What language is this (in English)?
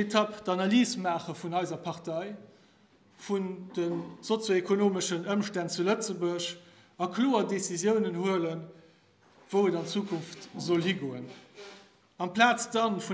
Luxembourgish